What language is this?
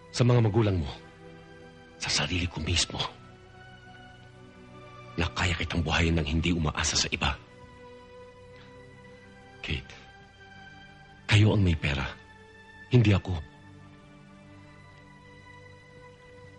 Filipino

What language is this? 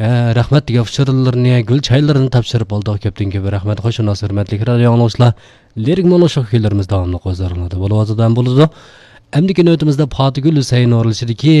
Uyghur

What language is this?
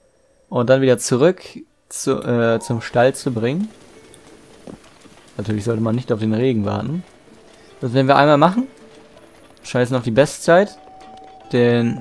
German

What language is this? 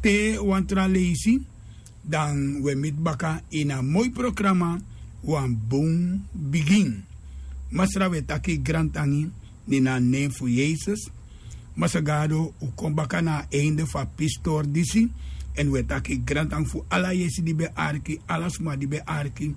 Sranan Tongo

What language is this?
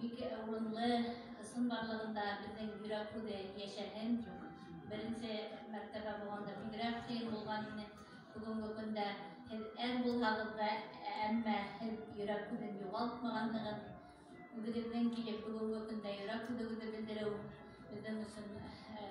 Bashkir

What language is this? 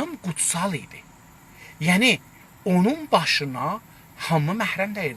South Azerbaijani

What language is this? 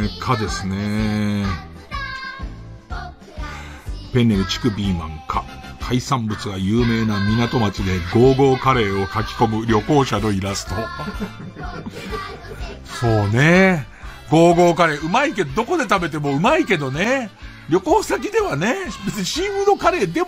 Japanese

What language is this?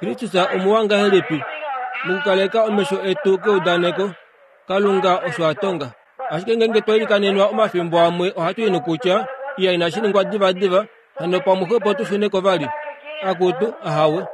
Kuanyama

